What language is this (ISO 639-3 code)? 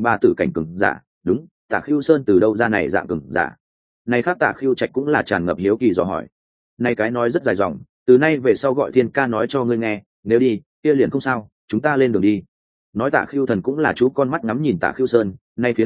vie